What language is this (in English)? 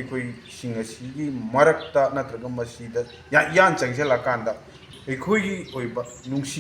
Manipuri